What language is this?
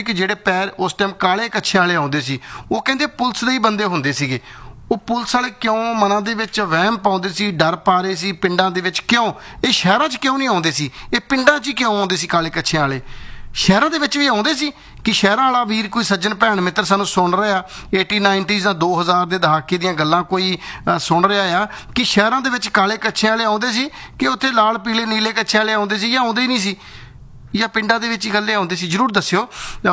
Punjabi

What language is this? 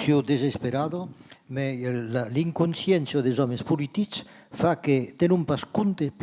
Occitan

